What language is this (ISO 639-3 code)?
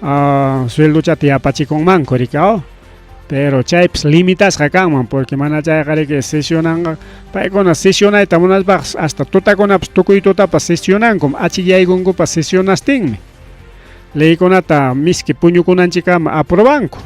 quy